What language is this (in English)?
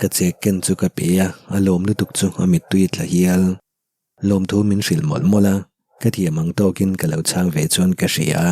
Mizo